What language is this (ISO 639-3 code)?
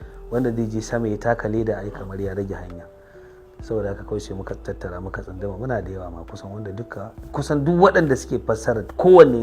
hau